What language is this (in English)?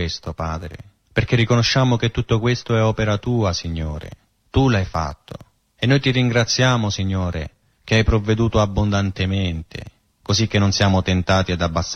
Italian